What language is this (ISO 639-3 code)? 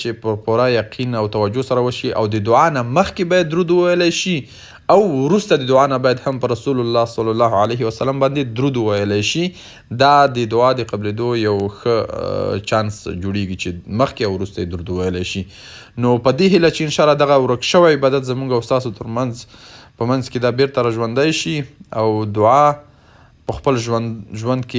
pus